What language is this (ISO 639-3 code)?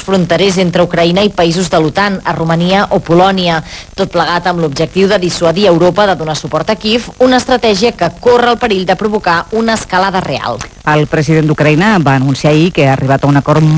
cat